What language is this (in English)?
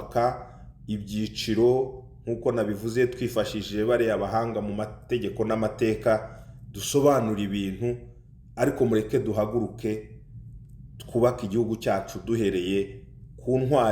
Kinyarwanda